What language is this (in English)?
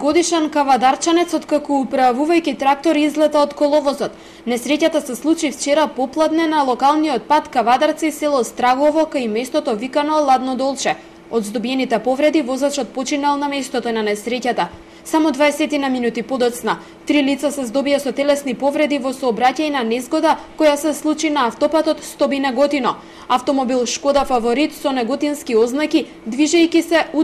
Macedonian